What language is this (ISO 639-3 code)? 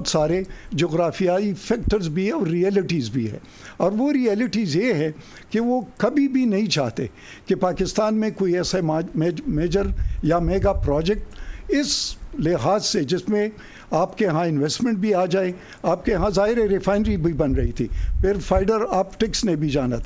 urd